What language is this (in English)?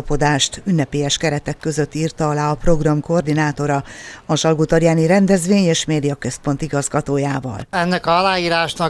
Hungarian